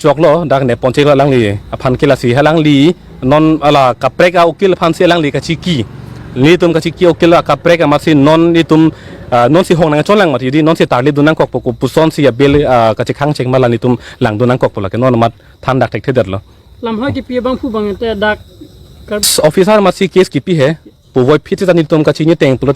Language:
Karbi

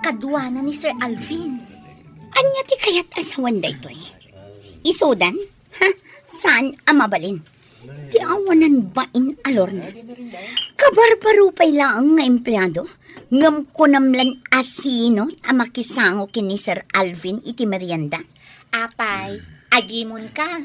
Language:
Iloko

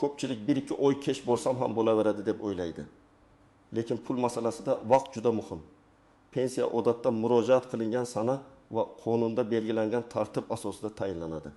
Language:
Uzbek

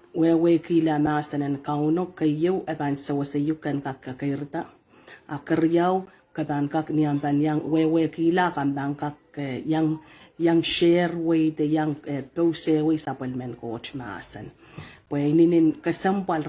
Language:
Pohnpeian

